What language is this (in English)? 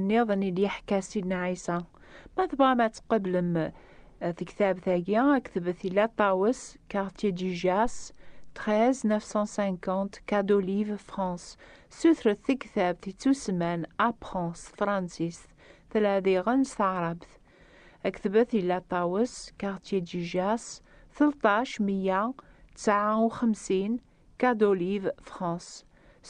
Kabyle